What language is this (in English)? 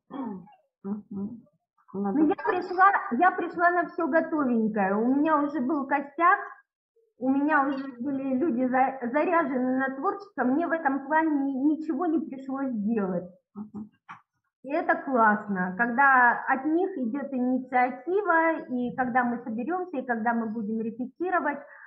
Russian